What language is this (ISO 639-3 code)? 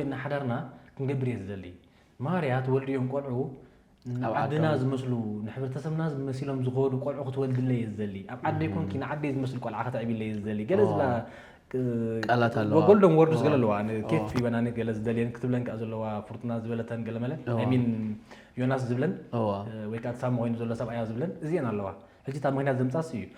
tir